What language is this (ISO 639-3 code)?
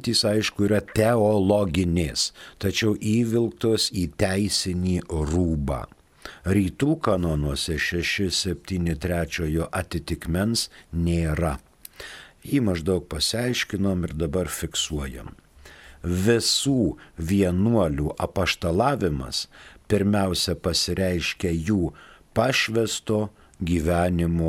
lit